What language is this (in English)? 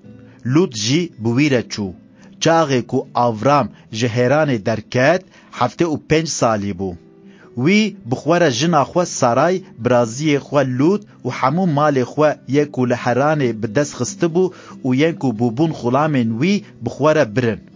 Kurdish